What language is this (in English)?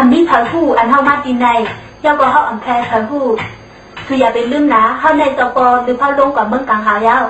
Shan